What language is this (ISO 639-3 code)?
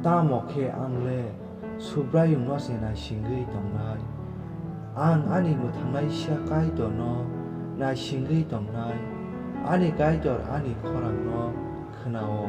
trp